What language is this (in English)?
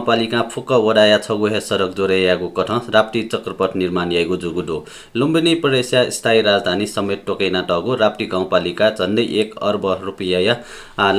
Newari